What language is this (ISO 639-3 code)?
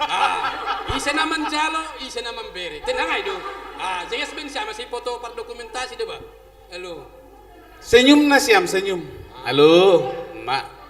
bts